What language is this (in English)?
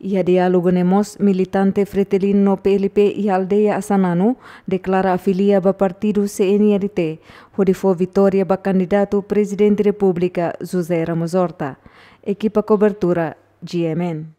Tetum